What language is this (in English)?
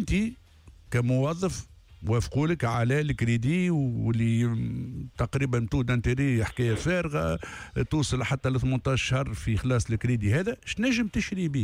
Tunisian Arabic